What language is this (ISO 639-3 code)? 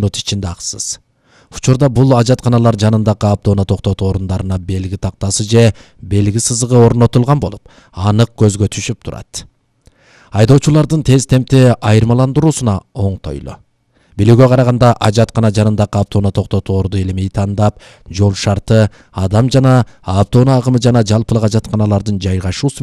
kir